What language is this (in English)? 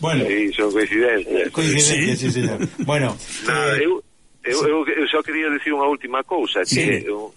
Galician